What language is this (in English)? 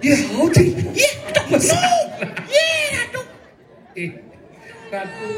Balinese